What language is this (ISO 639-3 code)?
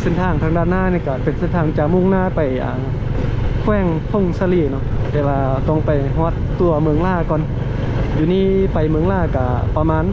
lao